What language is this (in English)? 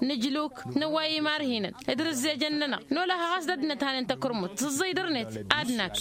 Tamasheq